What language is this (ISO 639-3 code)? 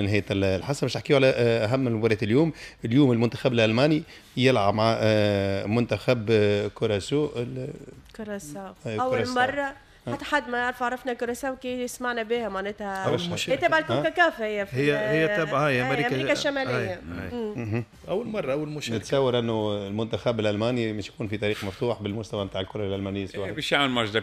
aeb